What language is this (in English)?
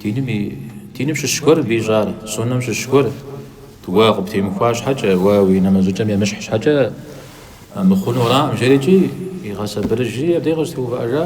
Kabardian